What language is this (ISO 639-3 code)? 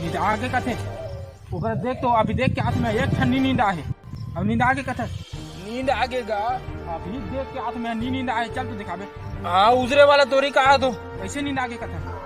hne